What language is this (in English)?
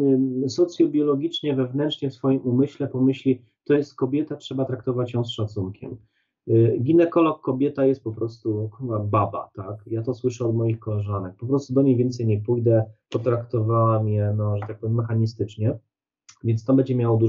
Polish